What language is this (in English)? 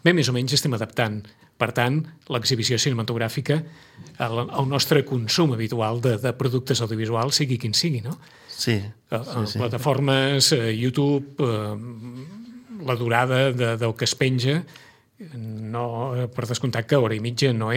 Catalan